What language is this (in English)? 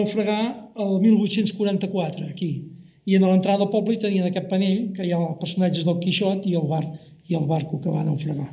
Catalan